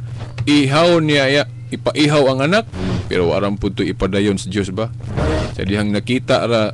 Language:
Cebuano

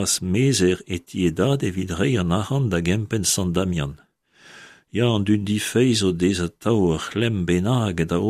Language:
Breton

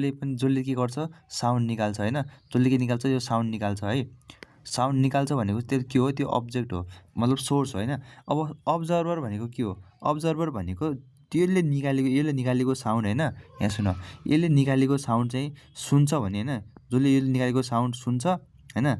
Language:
Nepali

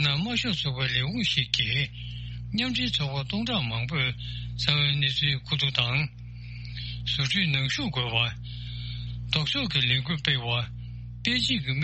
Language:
Tibetan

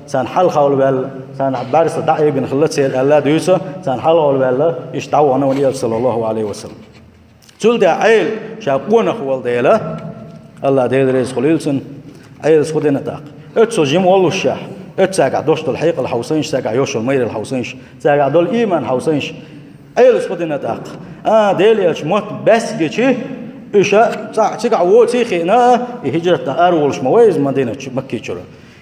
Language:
Chechen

